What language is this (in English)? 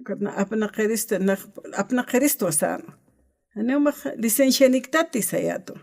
Aymara